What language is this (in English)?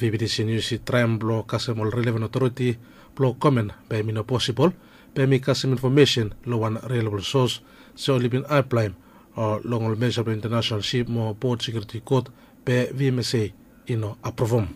Bislama